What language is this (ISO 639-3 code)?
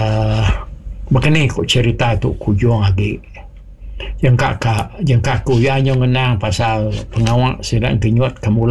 iba